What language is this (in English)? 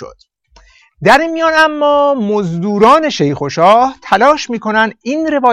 Persian